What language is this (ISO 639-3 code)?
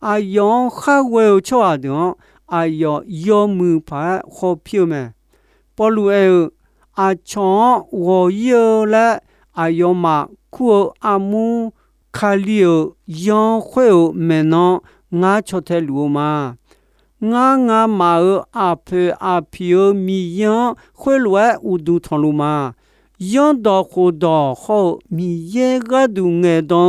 ahk